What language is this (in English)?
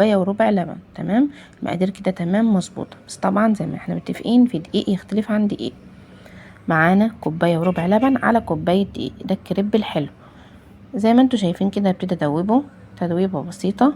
Egyptian Arabic